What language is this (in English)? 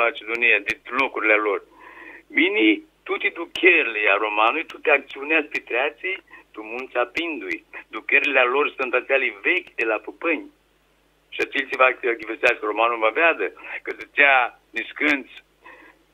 Aromanian